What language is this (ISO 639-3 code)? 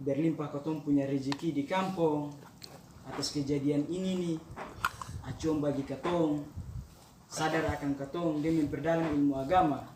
abs